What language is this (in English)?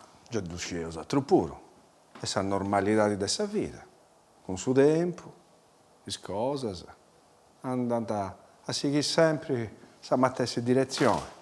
Sardinian